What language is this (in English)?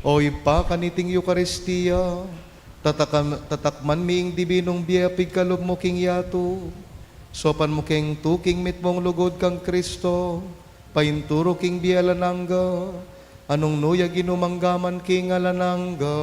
Pampanga